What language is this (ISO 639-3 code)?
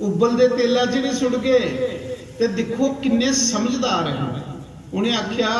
doi